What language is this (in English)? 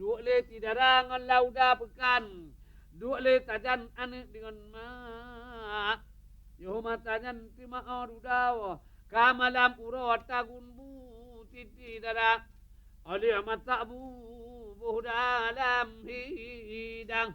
Achinese